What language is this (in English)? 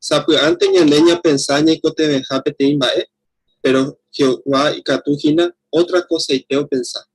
Guarani